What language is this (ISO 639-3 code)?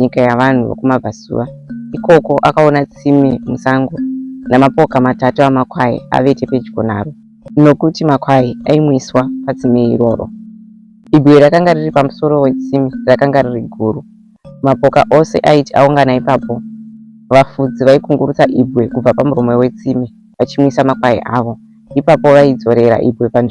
sna